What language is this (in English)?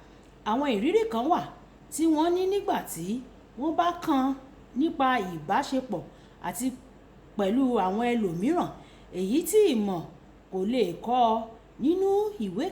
Yoruba